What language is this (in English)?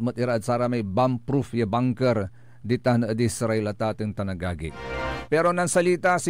Pangasinan